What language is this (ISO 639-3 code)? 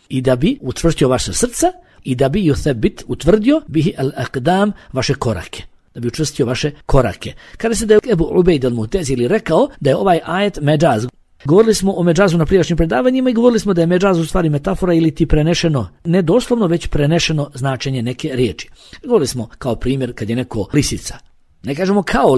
bos